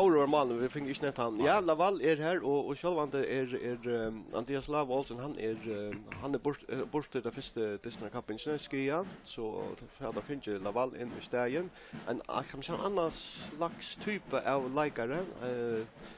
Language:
Faroese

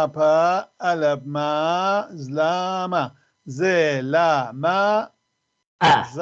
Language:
North Levantine Arabic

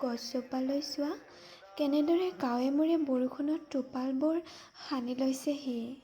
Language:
Assamese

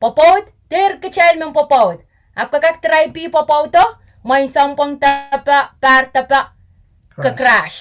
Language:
Pohnpeian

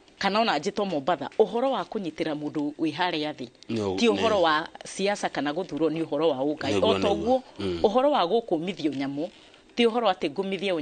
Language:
Kikuyu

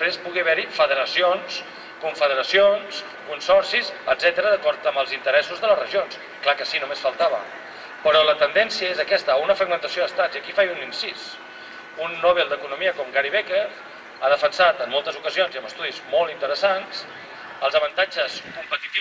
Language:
Catalan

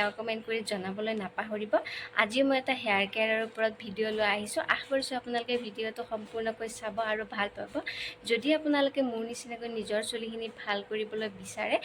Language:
Assamese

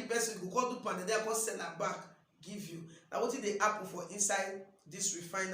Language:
Nigerian Pidgin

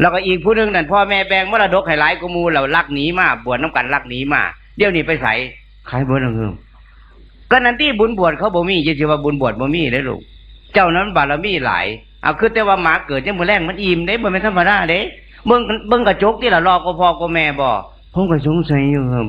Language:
Northeastern Thai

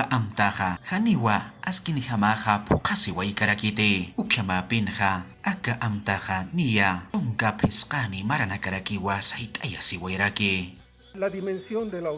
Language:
Aymara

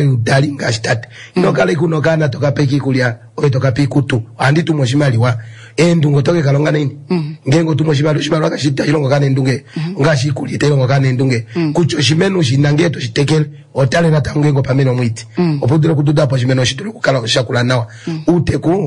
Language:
Kuanyama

